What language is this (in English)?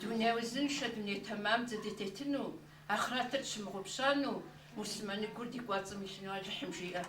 Kabardian